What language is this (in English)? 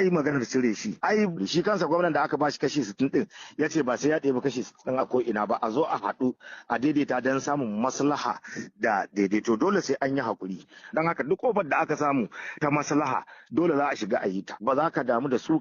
Hausa